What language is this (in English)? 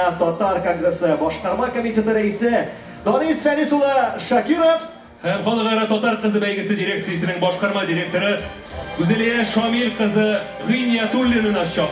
Tatar